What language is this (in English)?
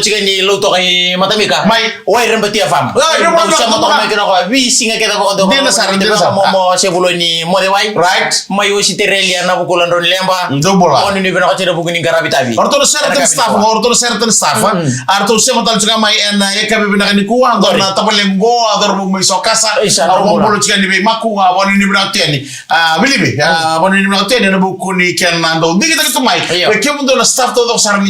Fijian